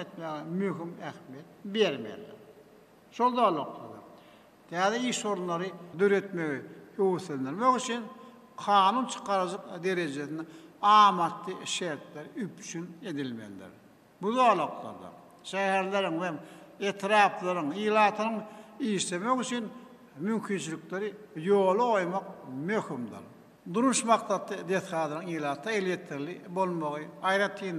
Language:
Turkmen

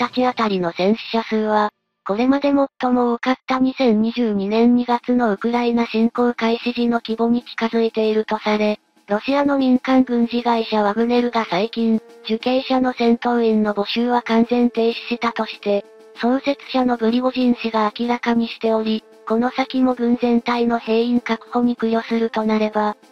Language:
Japanese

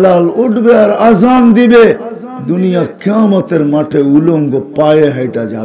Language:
Bangla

